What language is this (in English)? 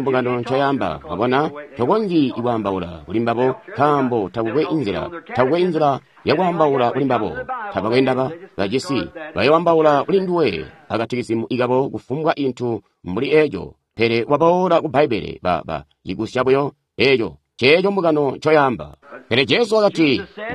Tonga (Zambia)